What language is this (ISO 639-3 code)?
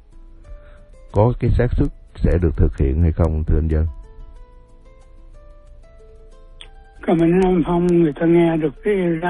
vie